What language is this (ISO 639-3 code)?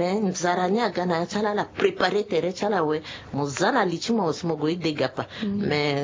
sag